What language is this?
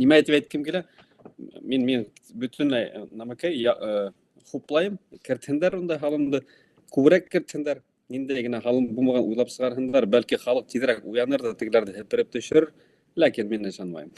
Bashkir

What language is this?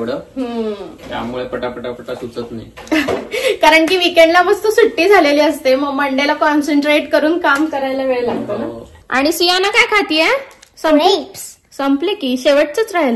Marathi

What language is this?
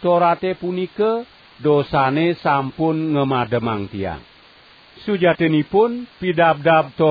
Balinese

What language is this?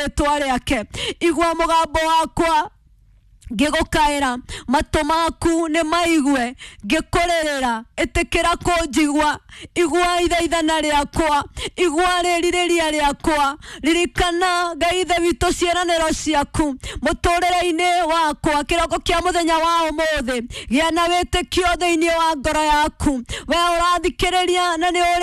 Kikuyu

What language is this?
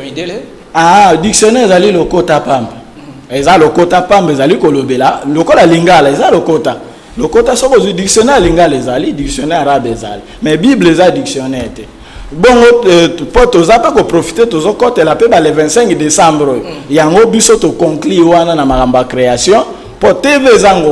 Lingala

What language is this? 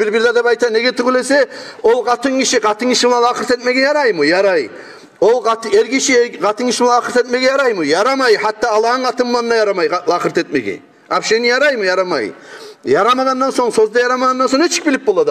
Kumyk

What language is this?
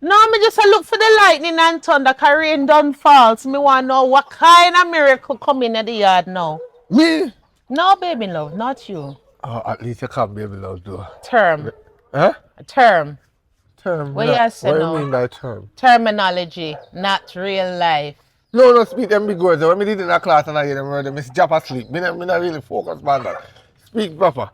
Jamaican Creole English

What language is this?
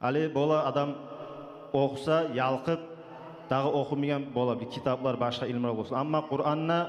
Kumyk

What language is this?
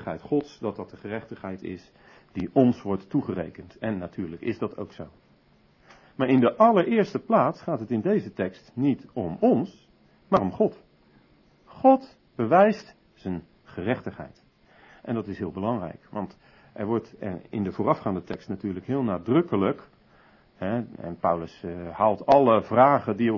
Dutch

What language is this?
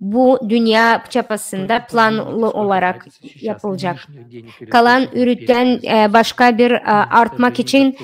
Gagauz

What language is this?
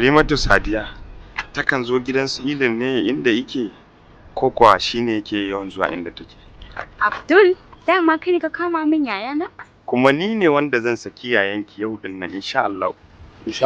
Hausa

